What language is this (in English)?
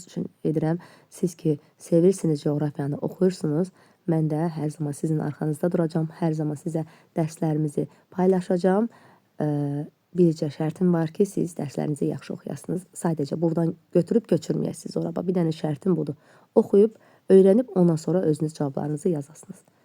Azerbaijani